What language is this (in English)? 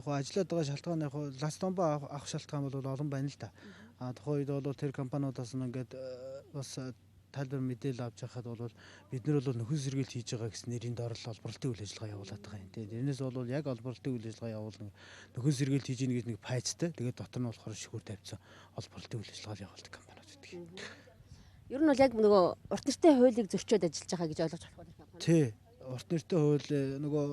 Mongolian